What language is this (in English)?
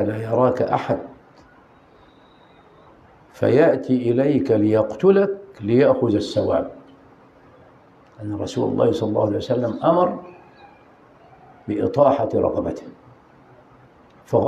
Arabic